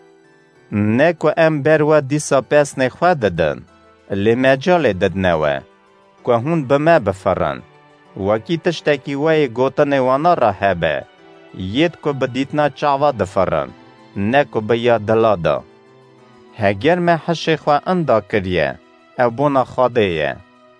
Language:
Kurdish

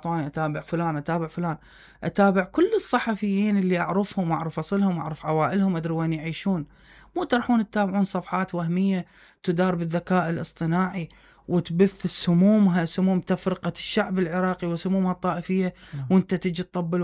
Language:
Mesopotamian Arabic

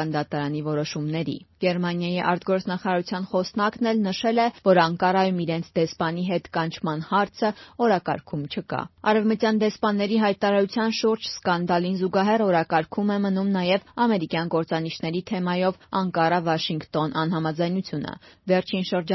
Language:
Armenian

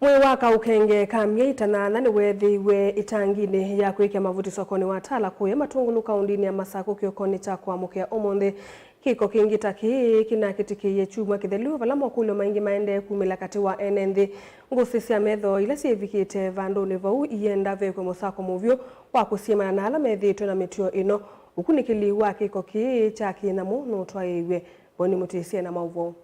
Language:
Kamba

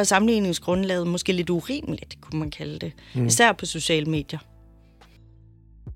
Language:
Danish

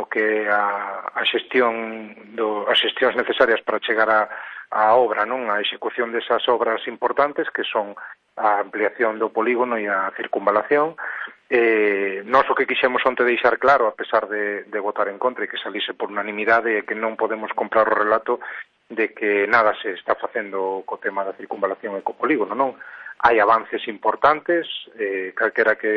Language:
Galician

